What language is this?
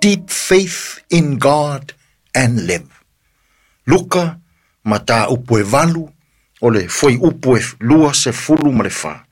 Samoan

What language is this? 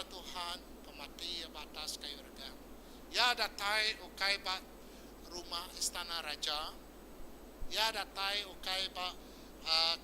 Iban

